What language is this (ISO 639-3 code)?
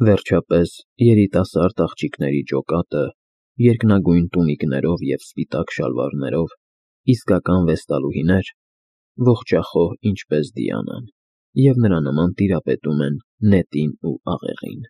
hye